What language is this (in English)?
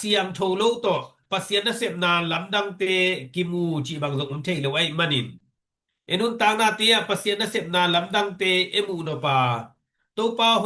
Tedim Chin